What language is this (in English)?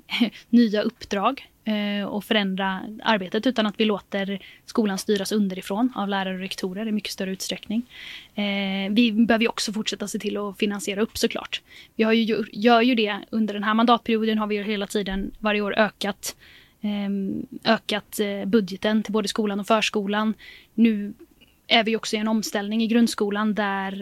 Swedish